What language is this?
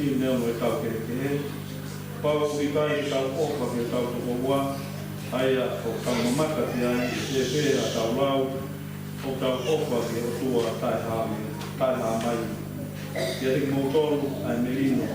Tongan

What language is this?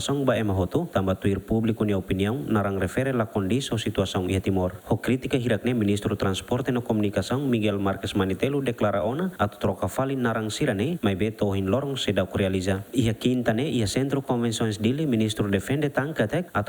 Tetum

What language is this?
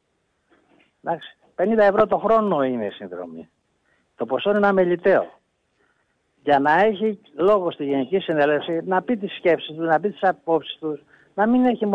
Greek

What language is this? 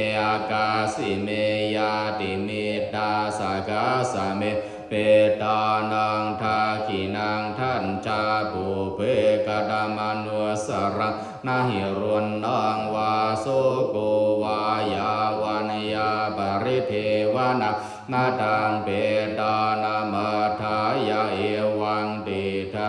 Pali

